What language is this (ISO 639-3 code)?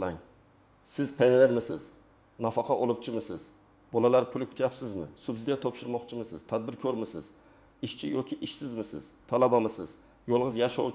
uzb